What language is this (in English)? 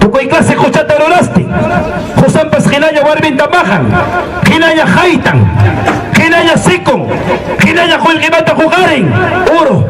Ayacucho Quechua